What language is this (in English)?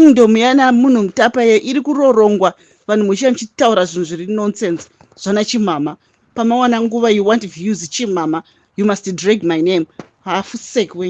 Shona